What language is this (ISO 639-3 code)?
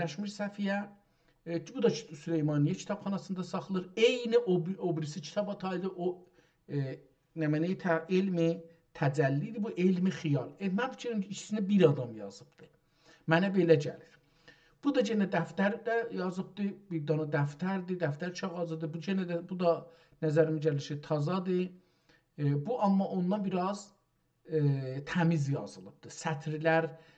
azb